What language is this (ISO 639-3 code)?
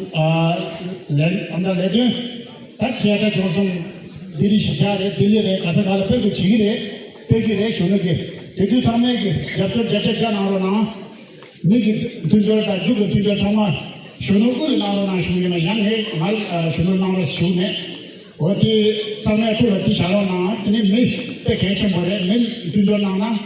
bod